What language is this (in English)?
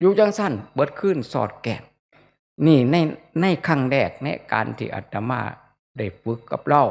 Northeastern Thai